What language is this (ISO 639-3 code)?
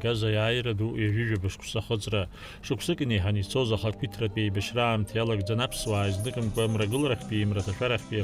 abk